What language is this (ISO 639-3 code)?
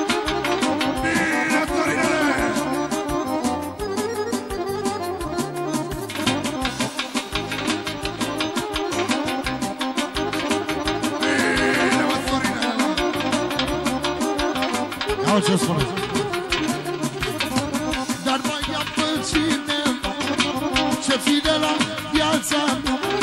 ron